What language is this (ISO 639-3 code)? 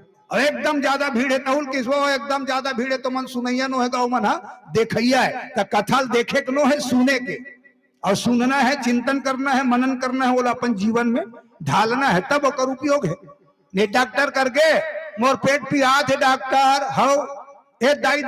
hne